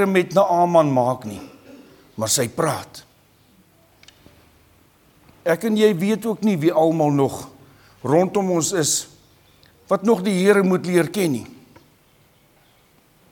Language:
Afrikaans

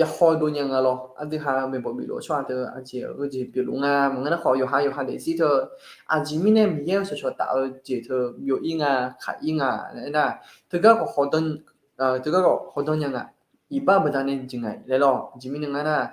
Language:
Akha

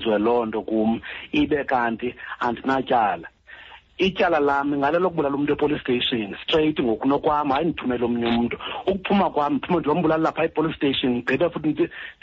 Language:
Xhosa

